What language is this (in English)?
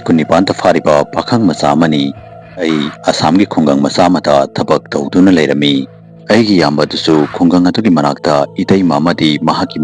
Manipuri